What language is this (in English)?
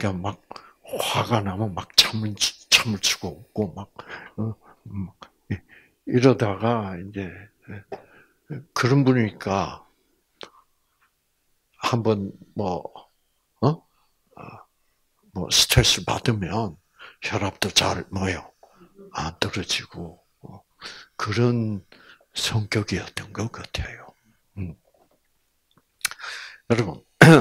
Korean